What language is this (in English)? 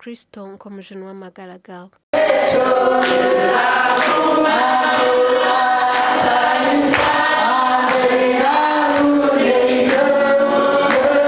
Nyankole